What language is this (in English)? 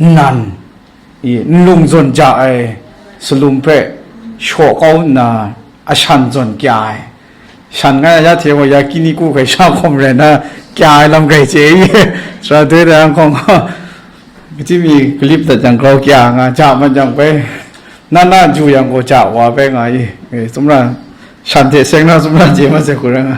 Kachin